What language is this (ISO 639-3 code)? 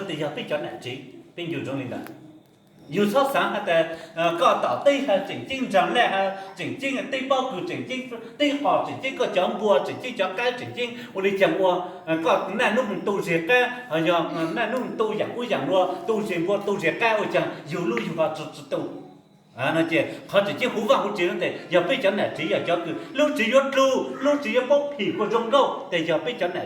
hmn